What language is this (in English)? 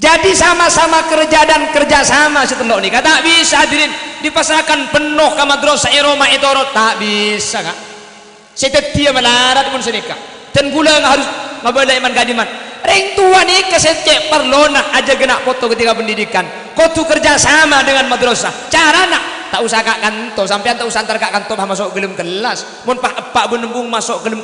Madurese